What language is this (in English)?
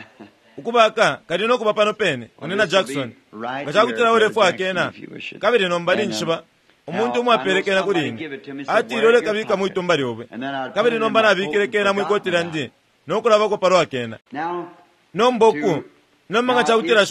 Bemba